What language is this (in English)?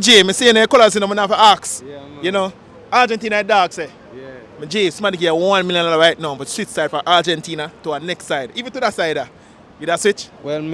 Jamaican Creole English